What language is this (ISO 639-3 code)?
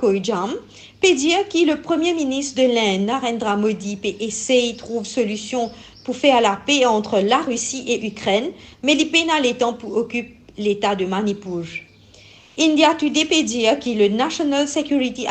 mfe